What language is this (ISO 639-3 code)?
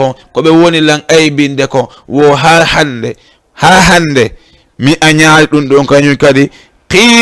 ful